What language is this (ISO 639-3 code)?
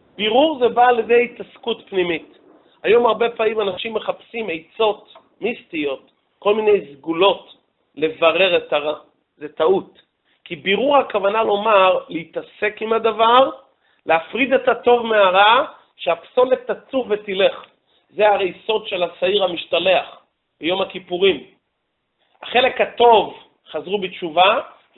heb